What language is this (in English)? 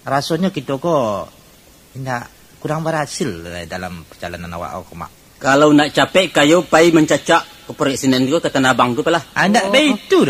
Minangkabau